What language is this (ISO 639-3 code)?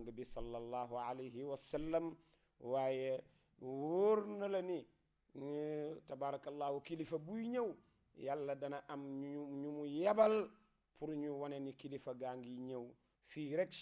wol